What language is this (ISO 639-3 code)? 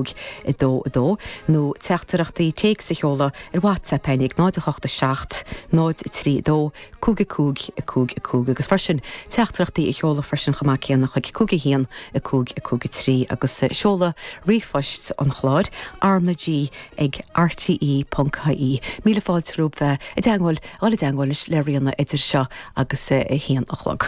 gle